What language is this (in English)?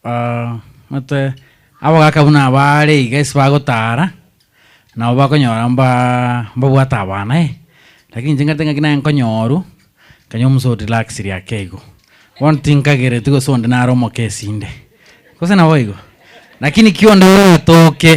Gusii